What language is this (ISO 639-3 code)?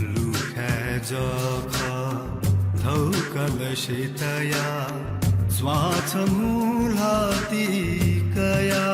new